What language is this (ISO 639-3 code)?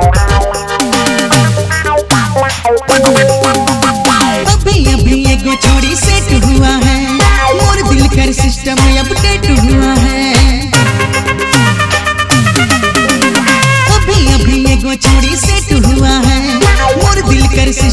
sck